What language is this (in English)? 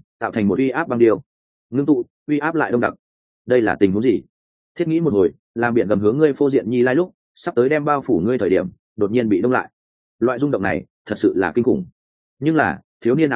Vietnamese